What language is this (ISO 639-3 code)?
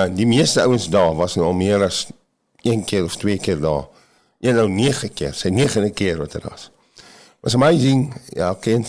afr